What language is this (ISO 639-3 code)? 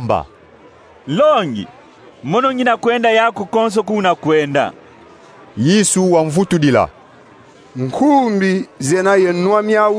kon